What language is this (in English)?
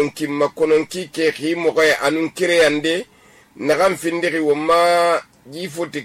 Susu